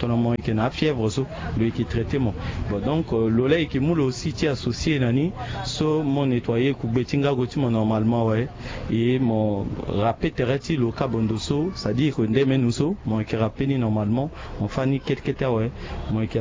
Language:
Sango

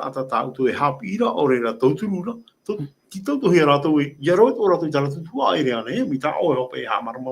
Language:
Tahitian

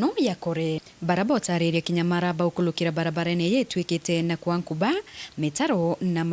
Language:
Meru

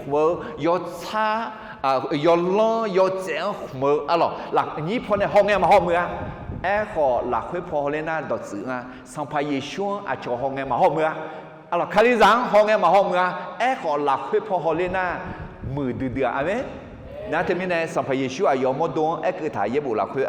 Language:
Akha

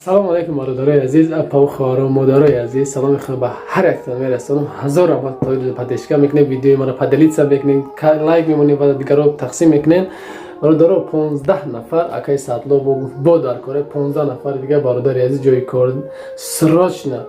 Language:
Tajik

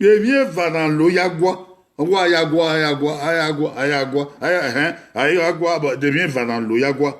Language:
Bini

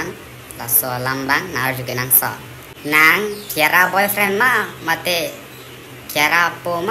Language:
Karbi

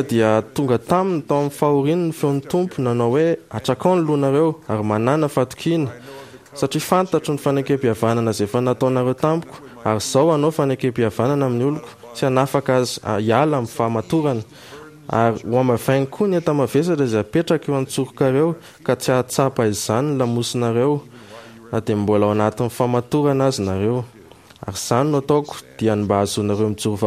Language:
Malagasy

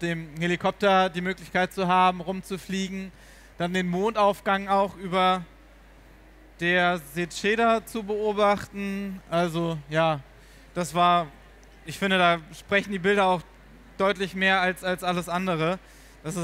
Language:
German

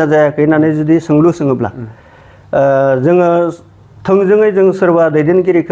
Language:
Bodo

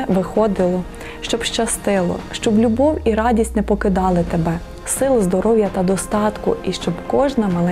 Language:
Ukrainian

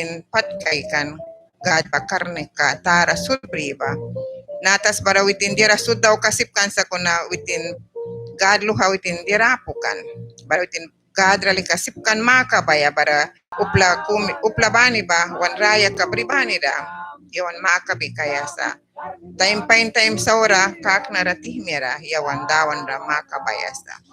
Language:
Mískito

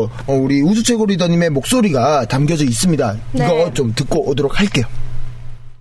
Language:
Korean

